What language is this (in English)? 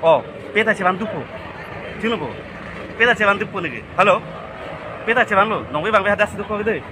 Karbi